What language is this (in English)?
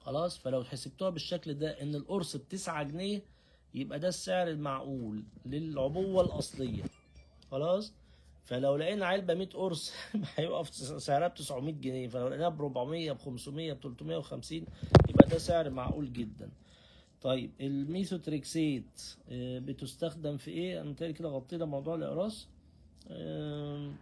Egyptian Arabic